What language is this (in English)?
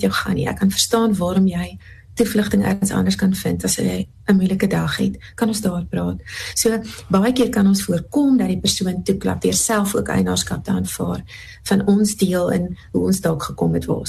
Afrikaans